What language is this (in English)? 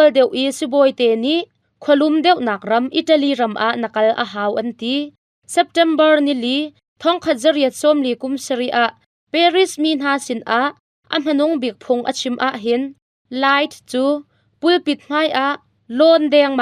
Hakha Chin